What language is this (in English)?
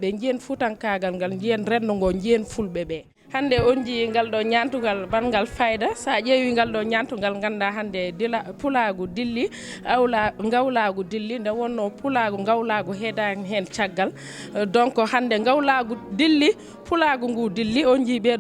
Fula